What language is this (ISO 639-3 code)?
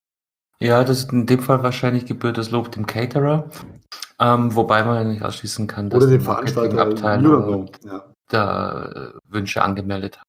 deu